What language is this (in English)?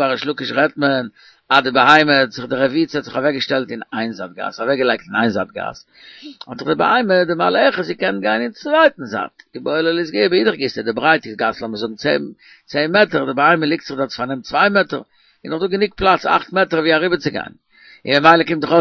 Yiddish